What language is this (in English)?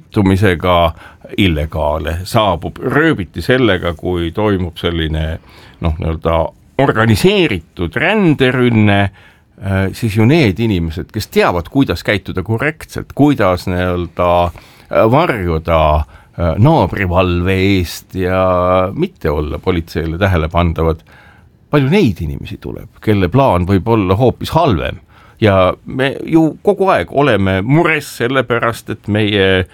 Estonian